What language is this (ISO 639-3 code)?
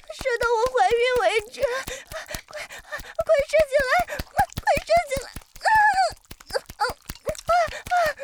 zho